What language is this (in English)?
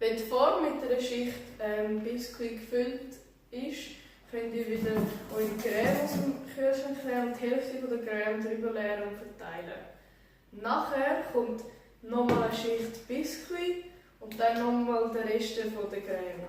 Swiss German